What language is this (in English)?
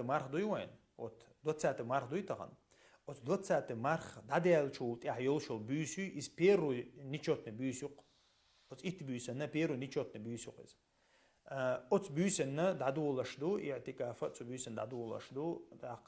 Chechen